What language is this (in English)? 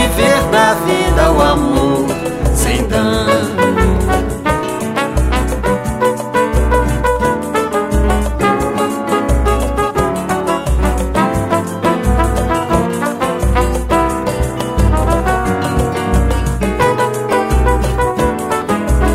Portuguese